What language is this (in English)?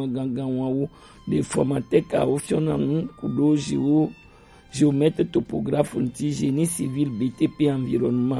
Gen